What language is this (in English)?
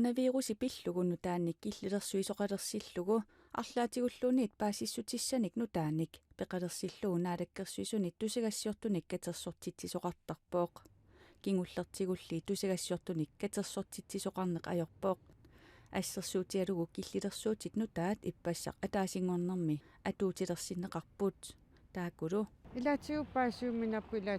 Kalaallisut